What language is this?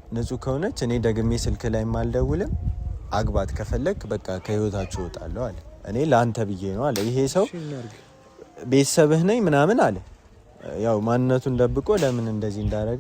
Amharic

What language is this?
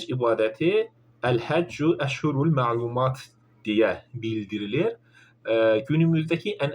Azerbaijani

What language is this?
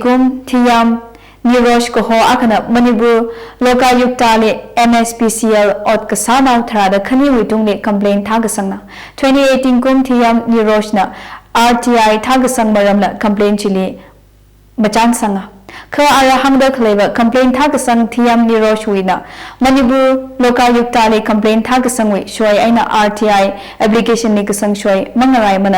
Tangkhul Naga (India)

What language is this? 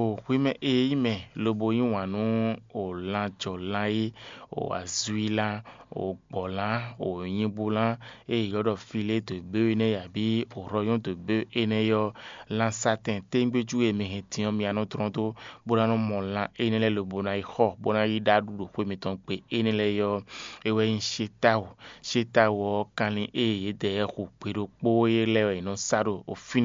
Fon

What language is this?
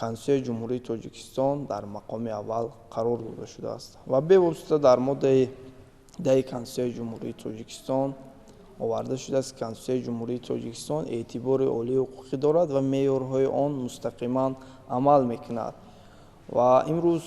Tajik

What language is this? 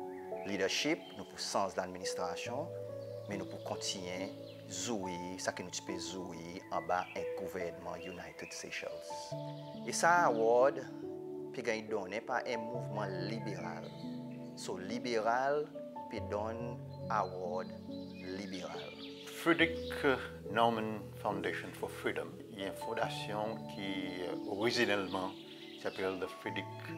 Seselwa Creole French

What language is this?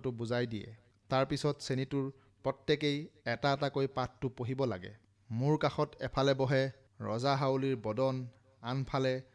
Assamese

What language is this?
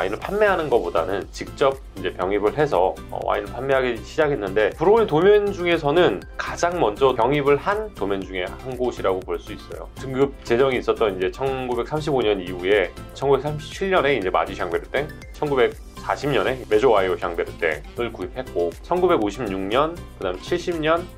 Korean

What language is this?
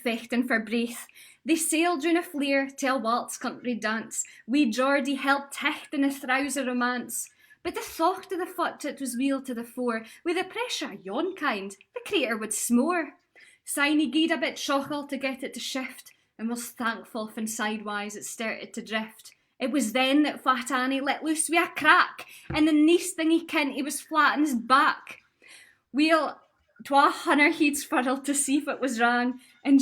Scots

